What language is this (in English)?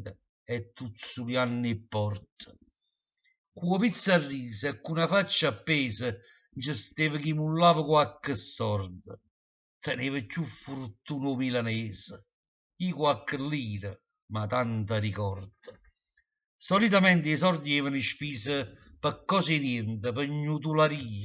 Neapolitan